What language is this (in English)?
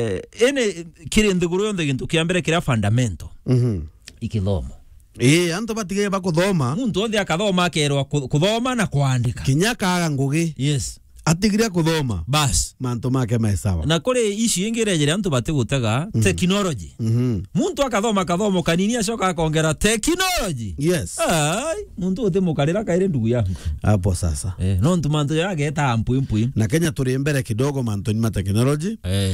Meru